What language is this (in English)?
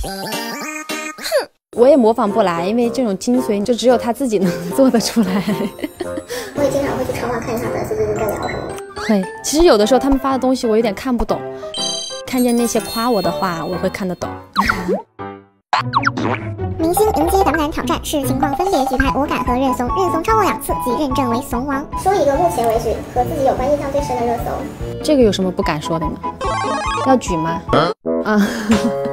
Chinese